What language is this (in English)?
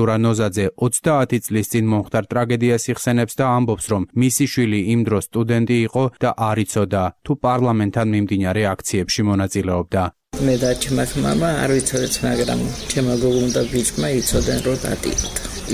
Georgian